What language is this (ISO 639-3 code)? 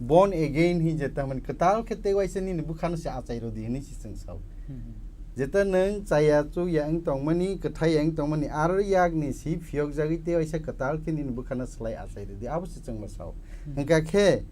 trp